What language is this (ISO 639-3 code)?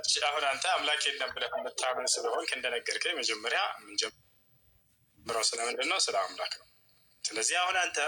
amh